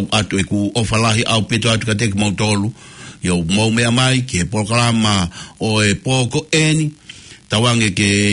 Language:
Tongan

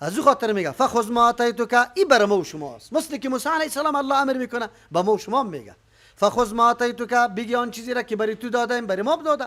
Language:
Persian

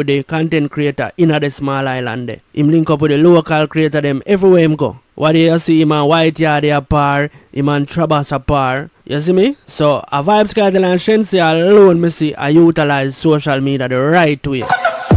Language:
Jamaican Creole English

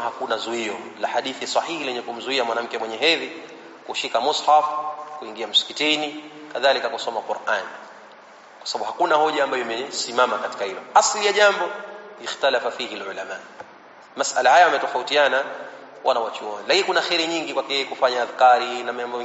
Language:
Swahili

